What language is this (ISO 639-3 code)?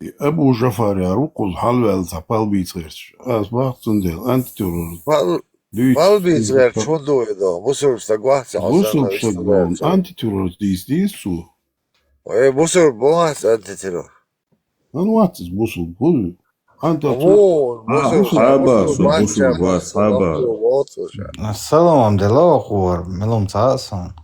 che